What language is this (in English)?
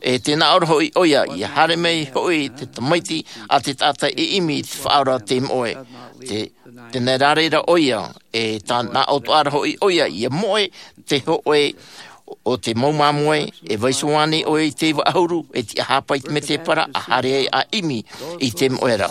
Tahitian